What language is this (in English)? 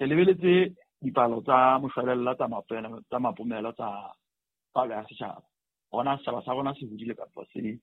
Southern Sotho